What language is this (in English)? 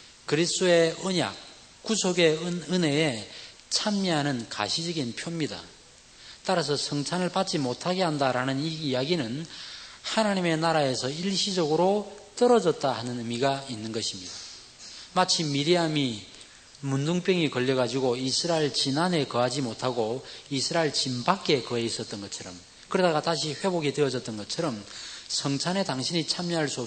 Korean